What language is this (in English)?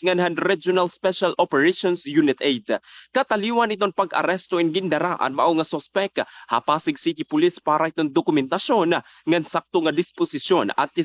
Waray